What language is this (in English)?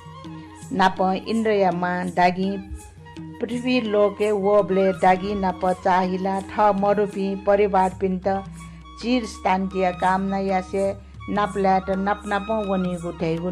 Newari